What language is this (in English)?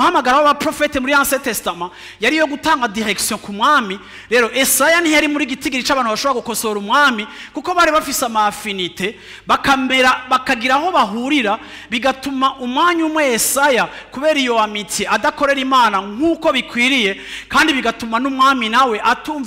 Rundi